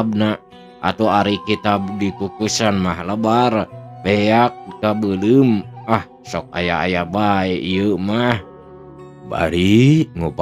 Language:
Sundanese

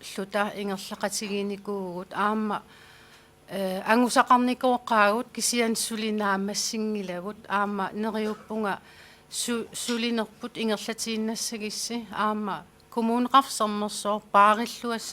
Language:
Kalaallisut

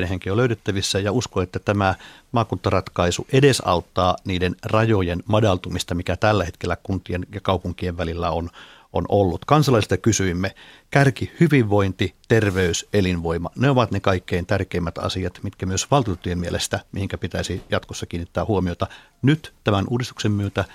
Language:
Finnish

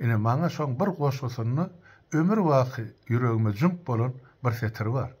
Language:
Turkmen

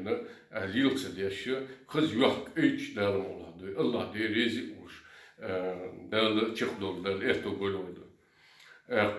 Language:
Chechen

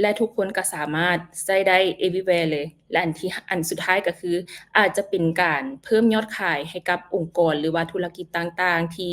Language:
Lao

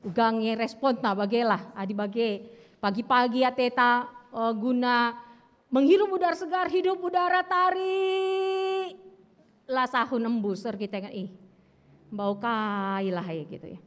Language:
Batak Karo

